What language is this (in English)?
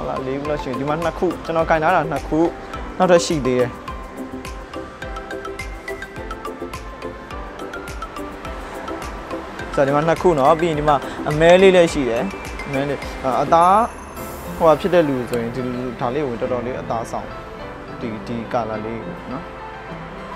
Burmese